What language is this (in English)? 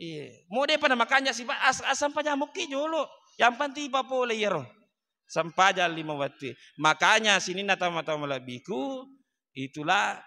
Buginese